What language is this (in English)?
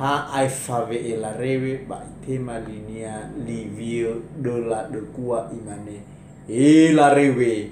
Nias